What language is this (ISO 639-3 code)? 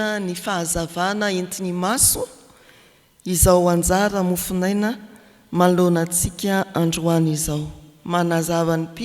mlg